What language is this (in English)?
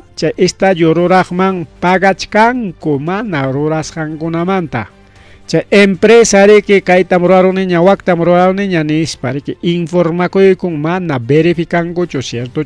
Ayacucho Quechua